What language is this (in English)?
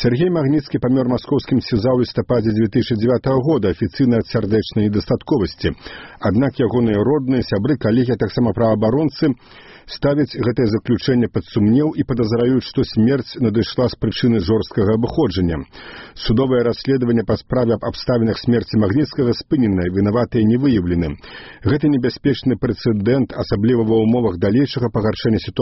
Belarusian